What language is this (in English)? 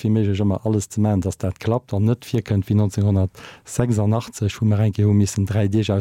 Luxembourgish